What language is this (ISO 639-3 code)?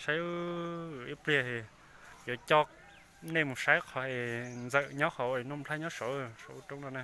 hmn